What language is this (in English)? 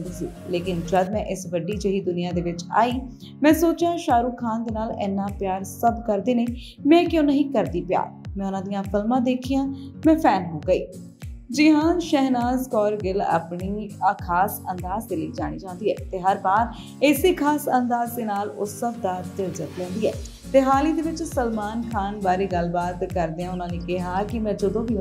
Punjabi